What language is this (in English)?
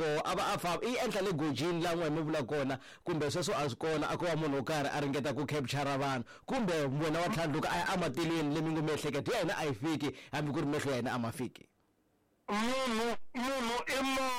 Tsonga